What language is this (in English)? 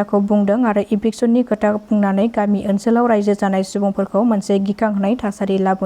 Bodo